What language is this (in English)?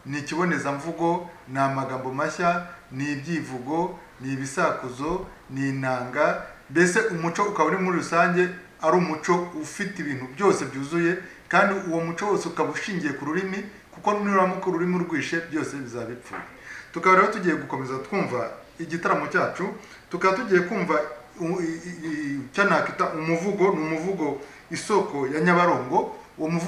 Kinyarwanda